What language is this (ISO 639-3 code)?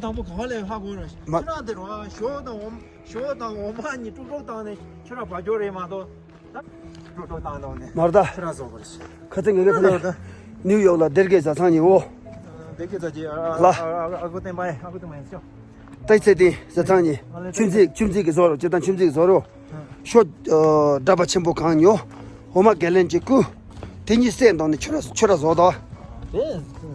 bod